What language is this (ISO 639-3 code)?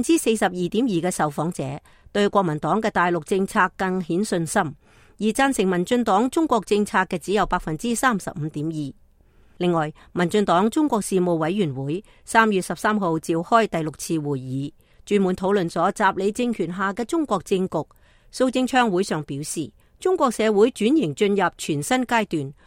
yue